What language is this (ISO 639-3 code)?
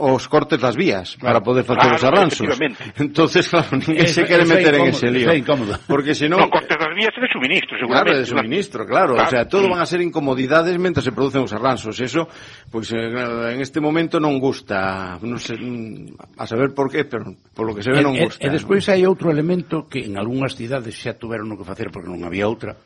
glg